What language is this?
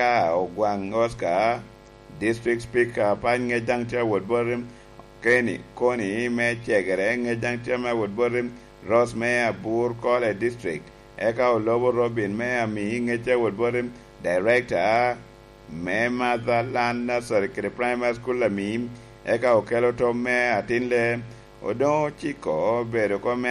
Lango (Uganda)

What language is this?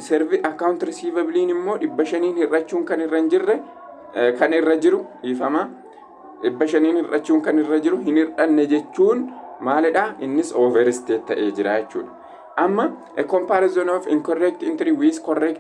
Oromo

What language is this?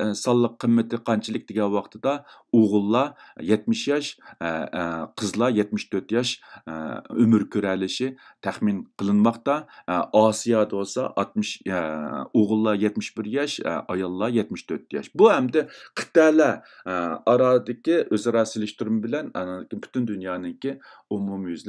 Uyghur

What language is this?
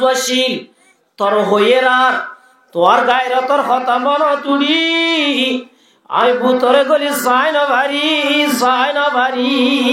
Rohingya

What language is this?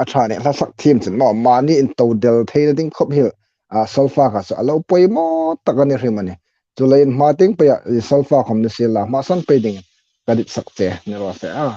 Hmar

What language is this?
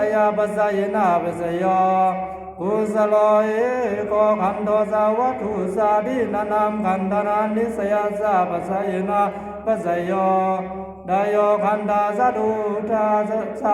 Pali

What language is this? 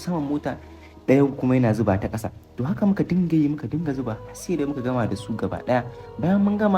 Hausa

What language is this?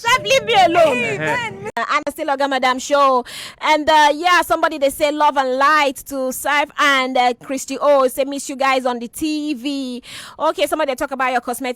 Nigerian Pidgin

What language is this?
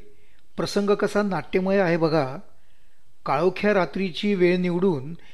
Marathi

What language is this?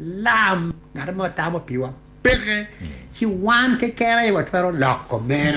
Acoli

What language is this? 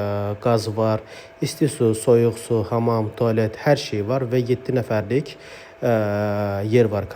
Azerbaijani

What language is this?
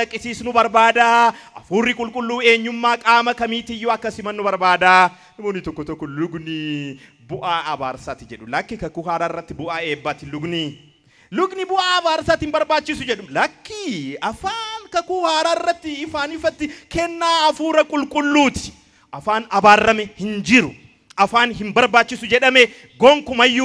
Oromo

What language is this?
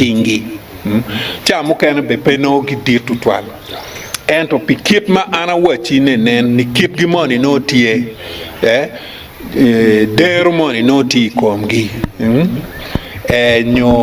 Acoli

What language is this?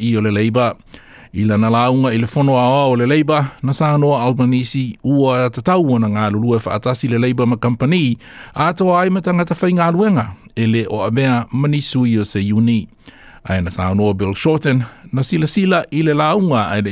Samoan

